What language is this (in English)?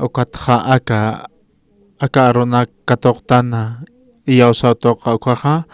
Aymara